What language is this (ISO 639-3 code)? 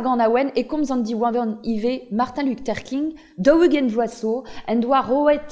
bre